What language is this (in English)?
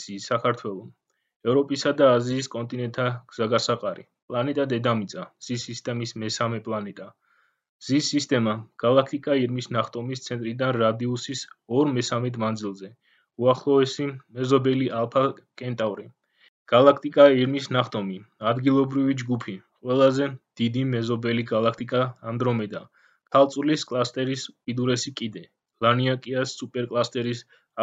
Georgian